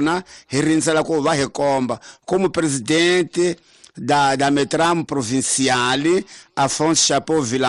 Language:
Tsonga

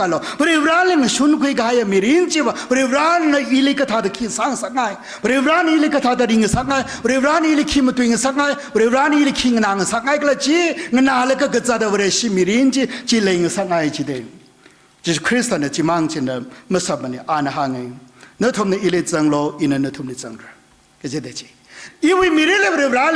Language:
Tangkhul Naga (India)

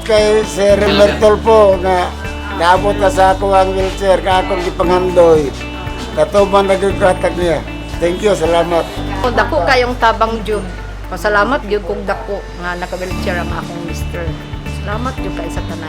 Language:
Cebuano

